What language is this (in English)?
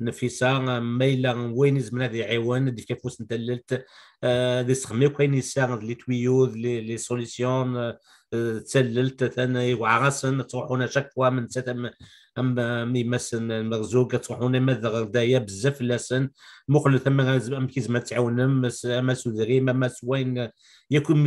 Kabyle